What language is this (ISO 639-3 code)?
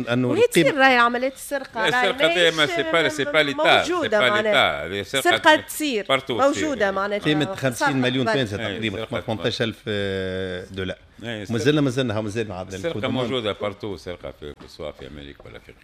aeb